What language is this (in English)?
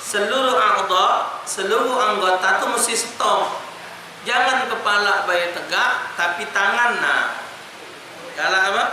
Musi